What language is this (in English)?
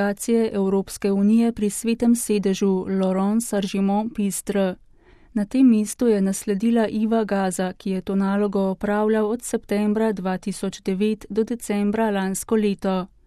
Slovenian